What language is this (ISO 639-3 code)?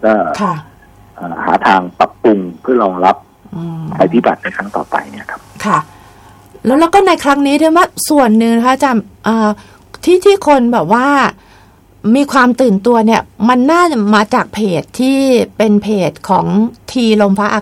tha